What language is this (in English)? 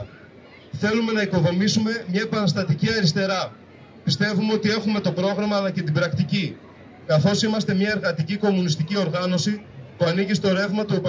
Greek